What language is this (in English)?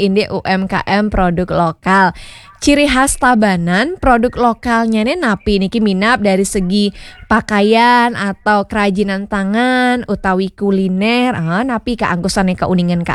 Balinese